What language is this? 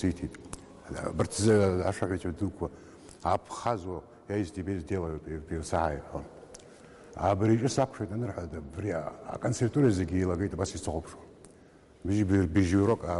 Abkhazian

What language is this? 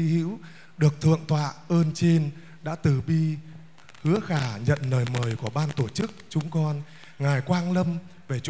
Vietnamese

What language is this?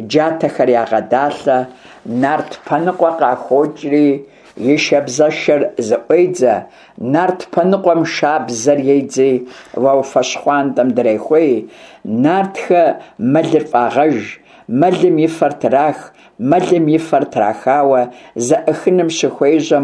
Kabardian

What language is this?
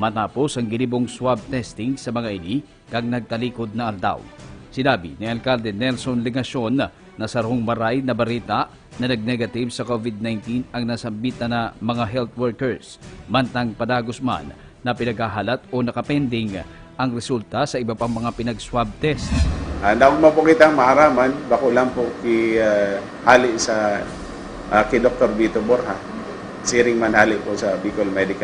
Bikol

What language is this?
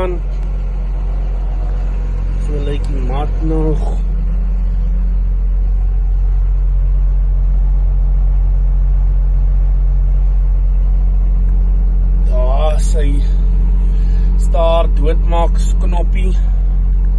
Afrikaans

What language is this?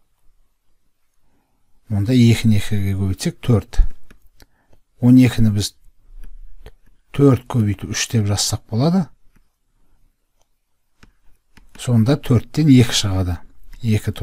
Kazakh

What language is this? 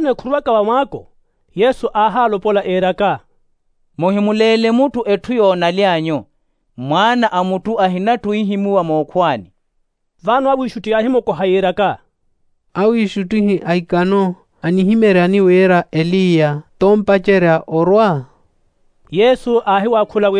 Makhuwa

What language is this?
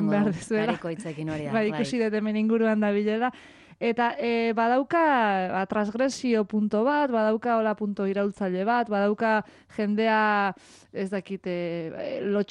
Basque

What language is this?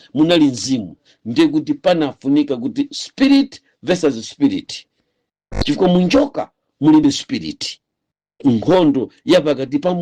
Nyanja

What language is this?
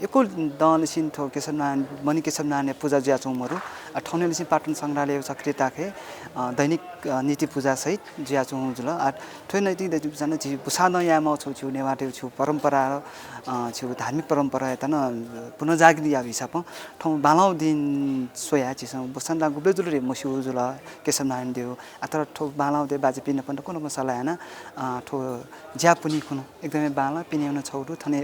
Newari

